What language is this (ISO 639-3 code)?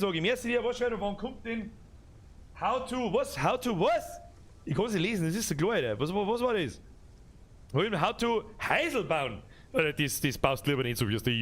bar